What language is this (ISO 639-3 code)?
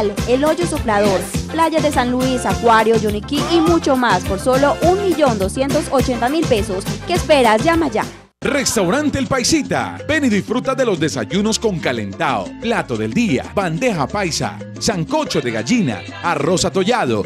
spa